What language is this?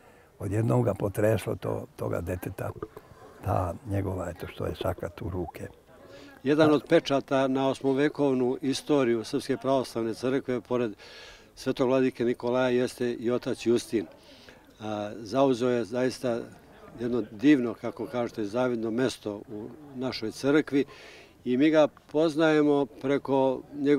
Serbian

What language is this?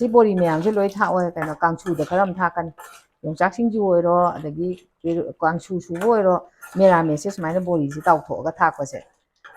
Manipuri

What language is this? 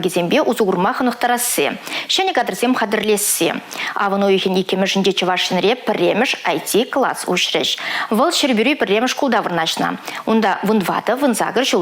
Chuvash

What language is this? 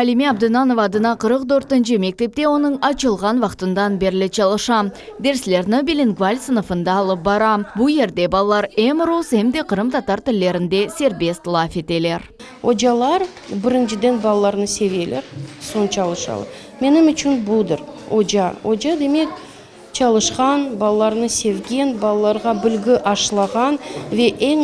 Crimean Tatar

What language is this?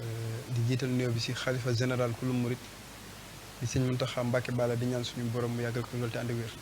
Wolof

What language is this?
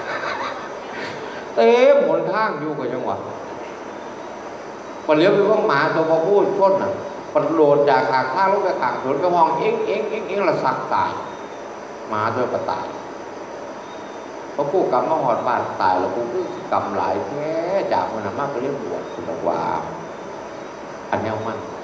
Thai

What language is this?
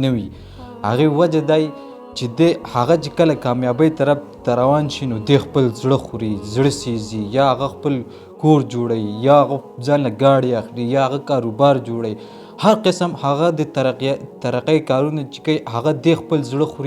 Pashto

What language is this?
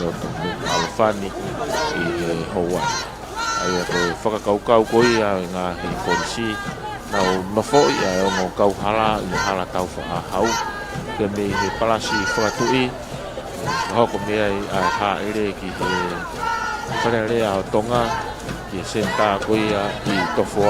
Tongan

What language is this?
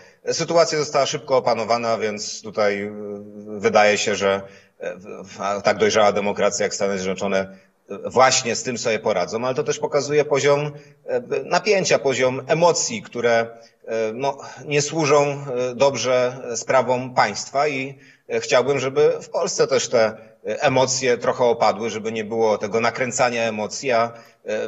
Polish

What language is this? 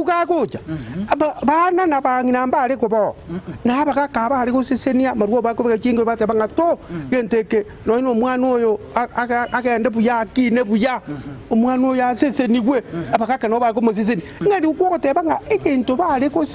Gusii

